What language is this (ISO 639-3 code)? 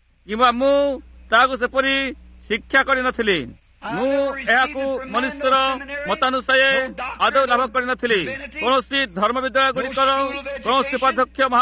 ori